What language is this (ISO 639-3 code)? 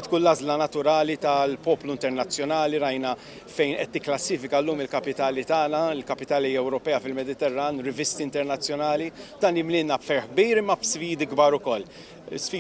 mlt